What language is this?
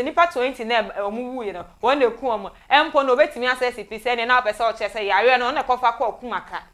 Akan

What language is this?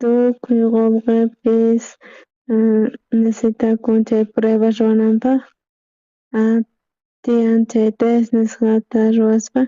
South Bolivian Quechua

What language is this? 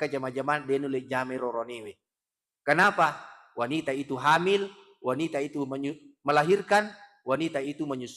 Buginese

